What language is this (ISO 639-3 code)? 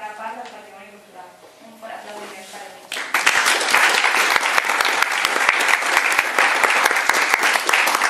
cat